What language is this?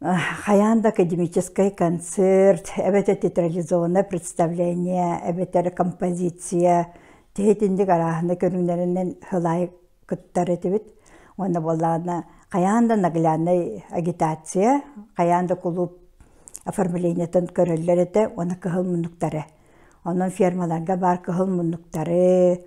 Yakut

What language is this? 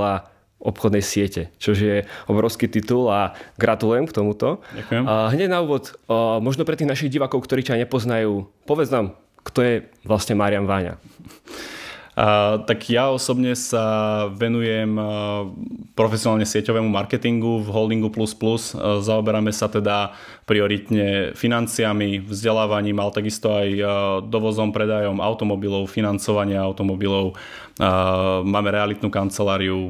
Slovak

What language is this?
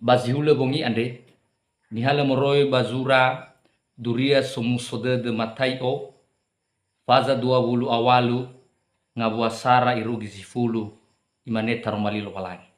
Nias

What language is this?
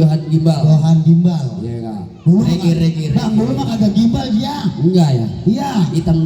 Betawi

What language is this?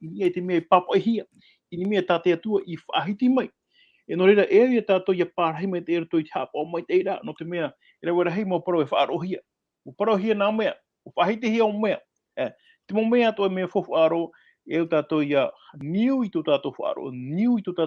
Tahitian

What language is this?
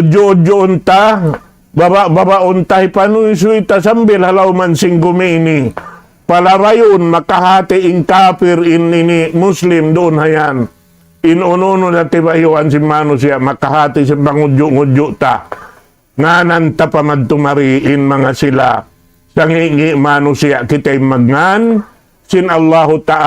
Tausug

